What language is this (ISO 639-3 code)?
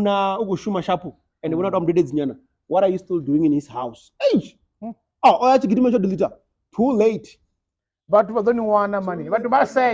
ven